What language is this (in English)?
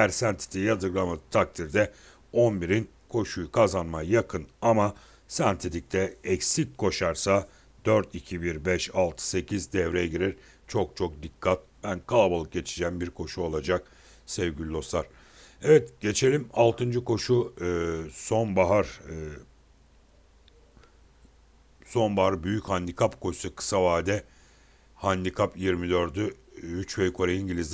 Turkish